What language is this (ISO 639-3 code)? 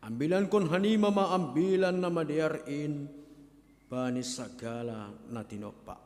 bts